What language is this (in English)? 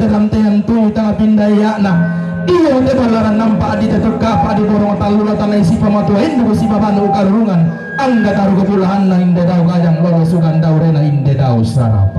Toraja-Sa'dan